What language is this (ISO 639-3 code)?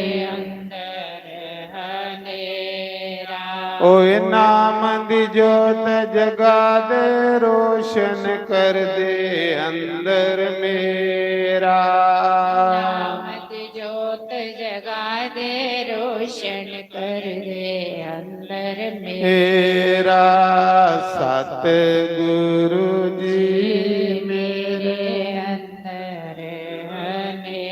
doi